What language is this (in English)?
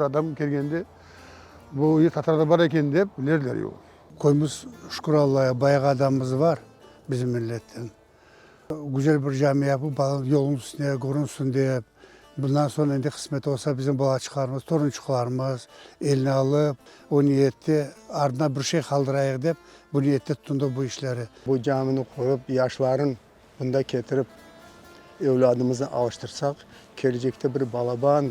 Crimean Tatar